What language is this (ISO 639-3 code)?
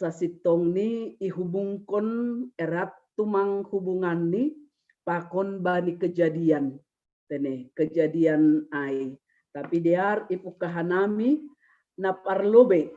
bts